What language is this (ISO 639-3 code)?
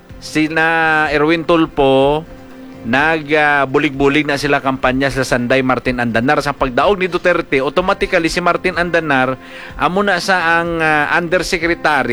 hil